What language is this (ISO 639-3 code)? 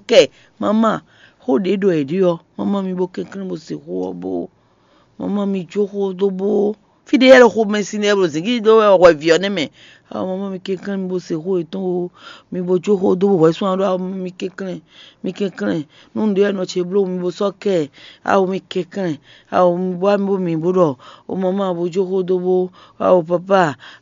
fon